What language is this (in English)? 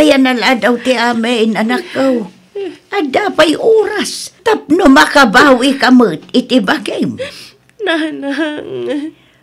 Iloko